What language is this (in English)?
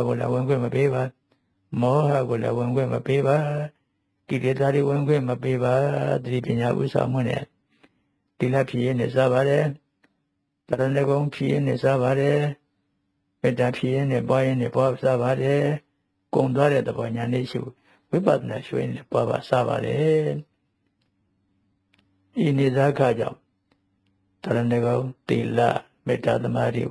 Burmese